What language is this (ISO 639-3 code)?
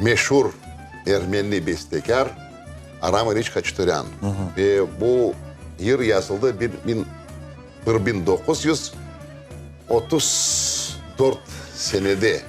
crh